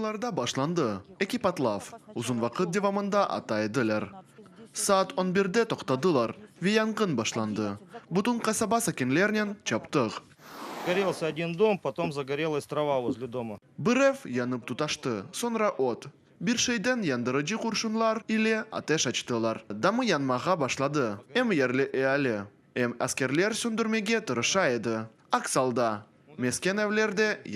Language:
Crimean Tatar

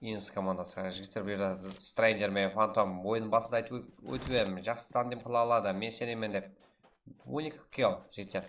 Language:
Kara-Kalpak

